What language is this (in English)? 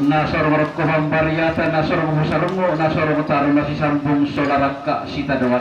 Toraja-Sa'dan